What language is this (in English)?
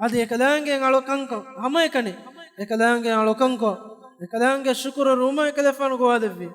Divehi